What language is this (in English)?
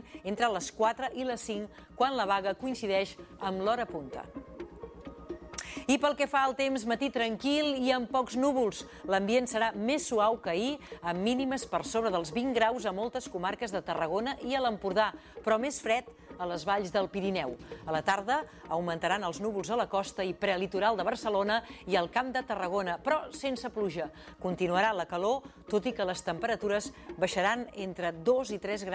Catalan